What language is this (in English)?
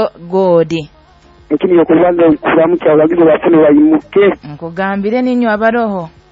Nyoro